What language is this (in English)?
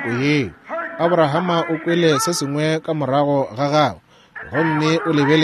Northern Sotho